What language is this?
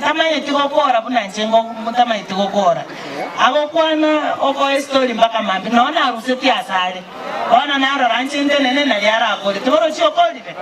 Gusii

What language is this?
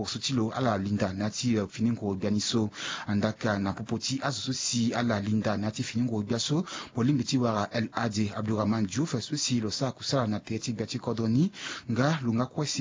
Sango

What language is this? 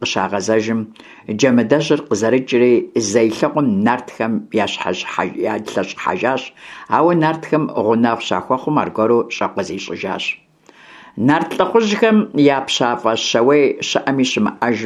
Kabardian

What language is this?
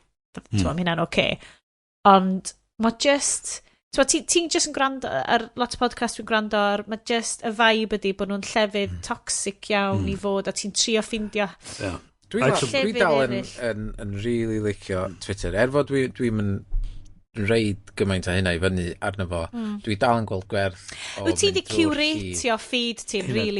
Welsh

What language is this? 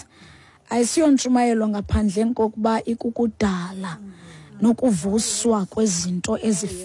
Xhosa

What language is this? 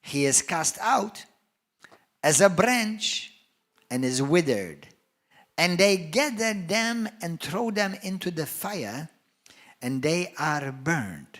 English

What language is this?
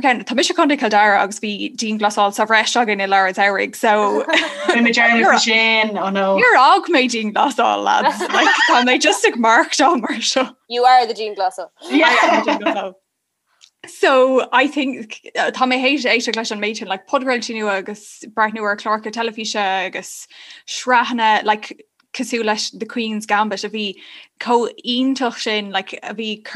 Irish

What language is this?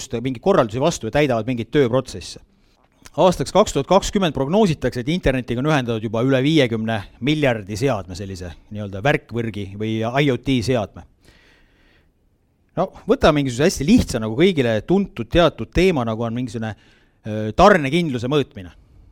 Estonian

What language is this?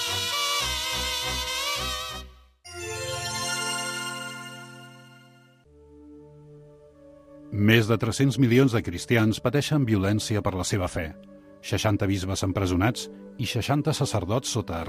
Catalan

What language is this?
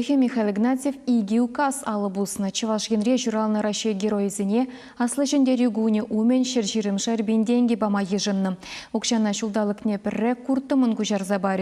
Chuvash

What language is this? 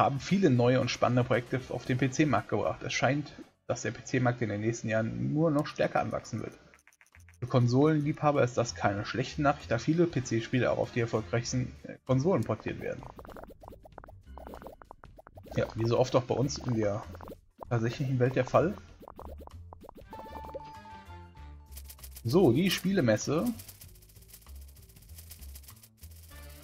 German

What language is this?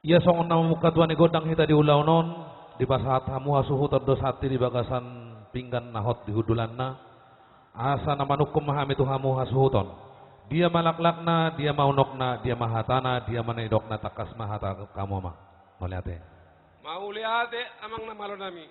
Batak Toba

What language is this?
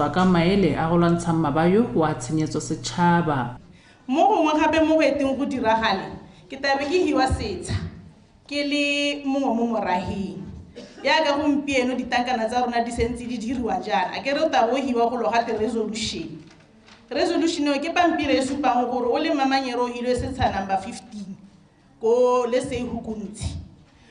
Tswana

